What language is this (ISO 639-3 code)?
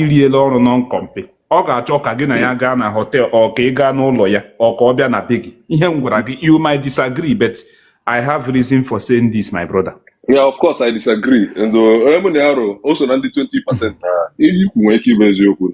ibo